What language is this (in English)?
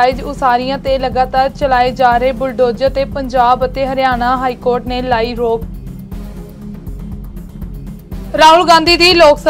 Punjabi